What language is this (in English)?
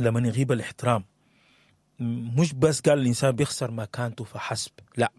Sudanese Arabic